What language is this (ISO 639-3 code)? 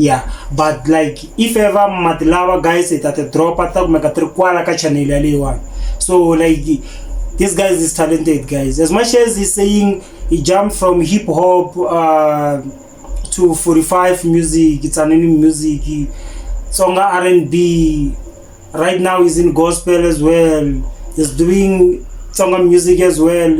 tso